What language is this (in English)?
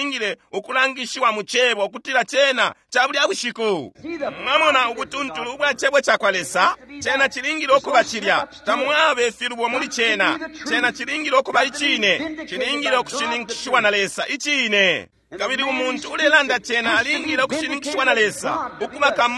Bemba